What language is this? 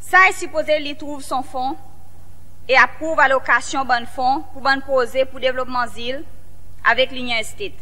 Seselwa Creole French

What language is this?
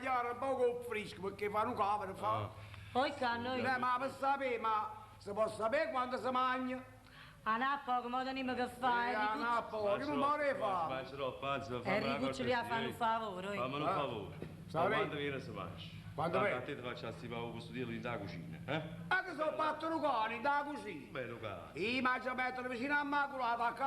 Neapolitan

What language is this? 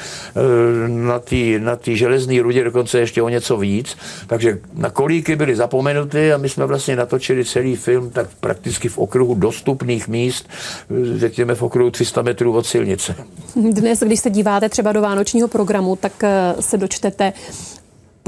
Czech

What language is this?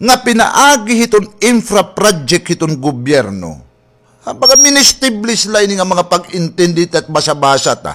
Waray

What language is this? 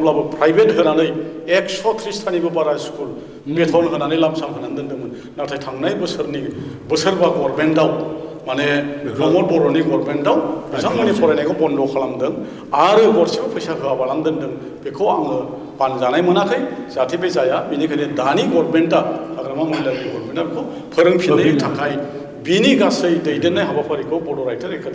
Bodo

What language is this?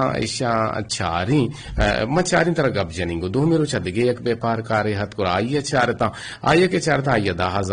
Eastern Balochi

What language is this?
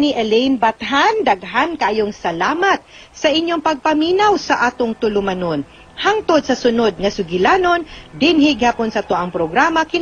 Cebuano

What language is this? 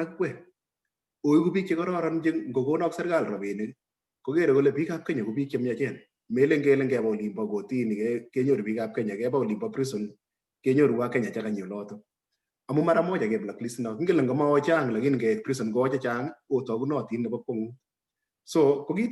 Kalenjin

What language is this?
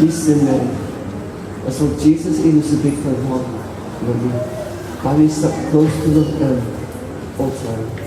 Tok Pisin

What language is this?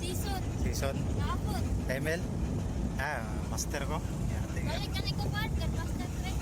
Cebuano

